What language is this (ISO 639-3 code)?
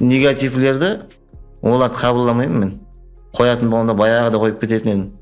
kaa